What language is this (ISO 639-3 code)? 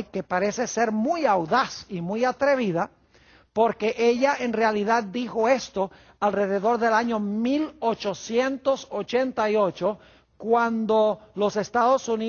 spa